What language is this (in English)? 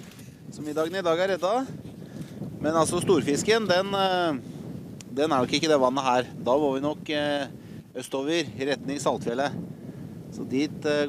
Norwegian